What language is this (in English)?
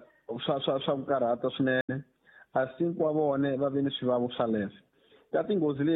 Tsonga